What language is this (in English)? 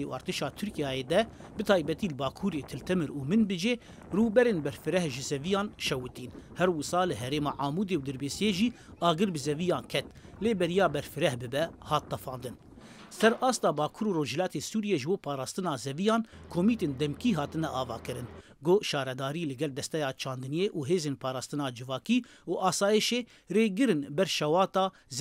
Kurdish